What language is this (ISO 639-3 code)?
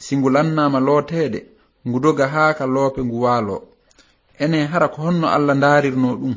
ful